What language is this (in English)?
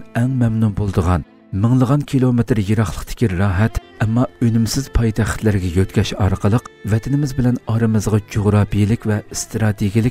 Uyghur